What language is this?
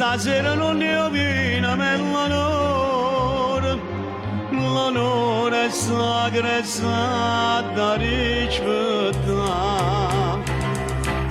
Neapolitan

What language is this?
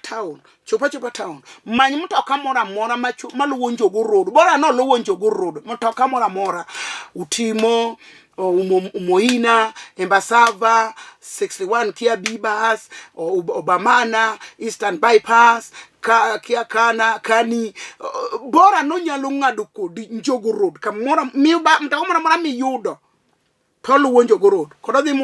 Luo (Kenya and Tanzania)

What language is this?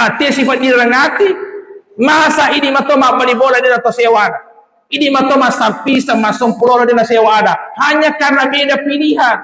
Buginese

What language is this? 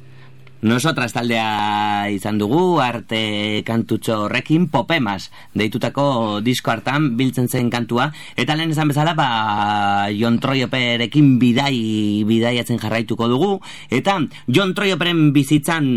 Basque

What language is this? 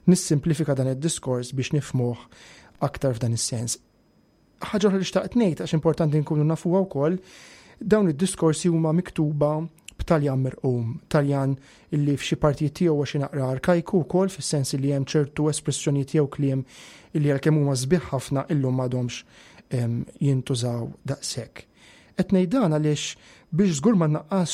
Maltese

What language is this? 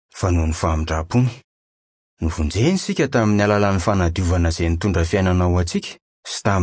Malagasy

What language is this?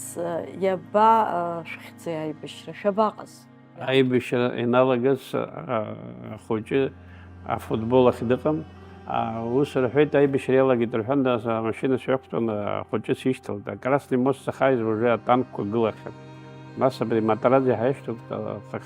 Abkhazian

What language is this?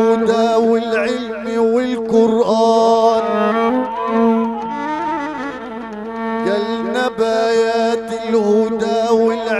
Egyptian Arabic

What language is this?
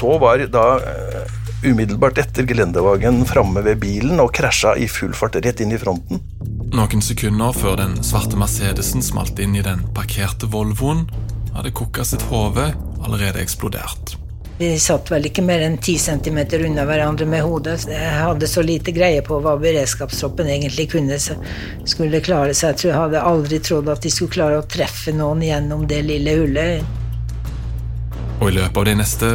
Norwegian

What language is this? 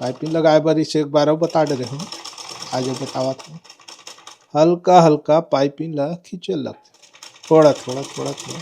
Chhattisgarhi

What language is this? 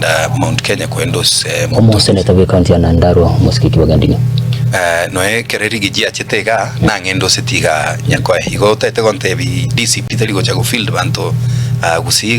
Gusii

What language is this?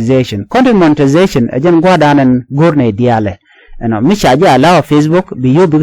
Nuer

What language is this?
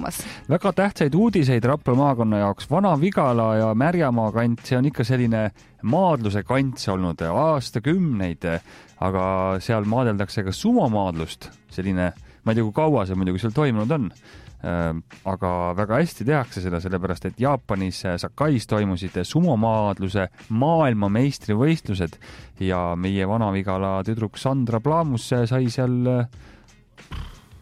Estonian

